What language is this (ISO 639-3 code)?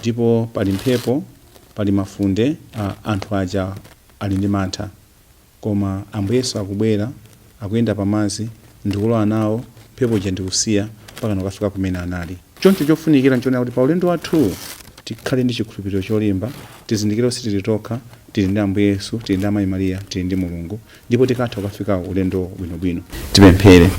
nya